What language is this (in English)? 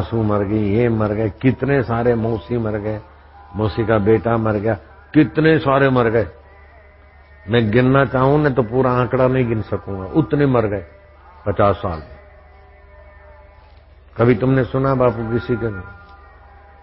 Hindi